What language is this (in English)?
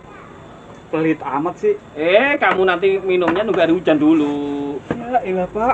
Betawi